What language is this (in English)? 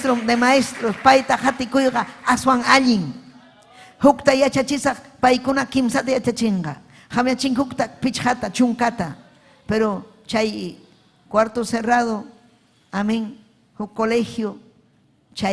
Ayacucho Quechua